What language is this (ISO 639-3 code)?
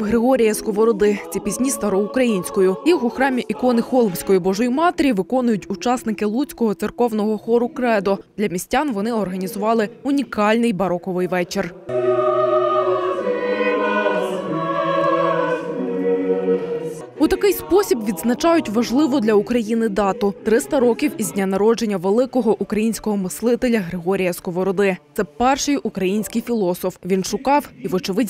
ukr